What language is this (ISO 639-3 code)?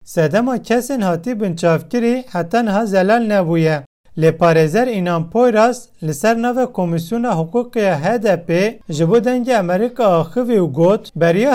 kur